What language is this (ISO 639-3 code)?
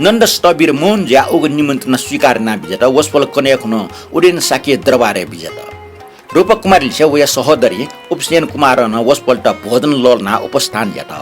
new